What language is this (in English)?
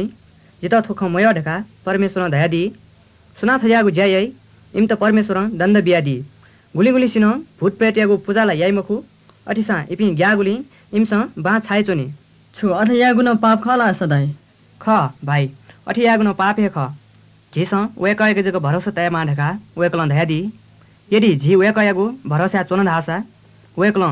Newari